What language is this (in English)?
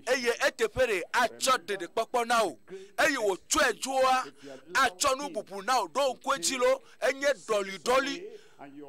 Ewe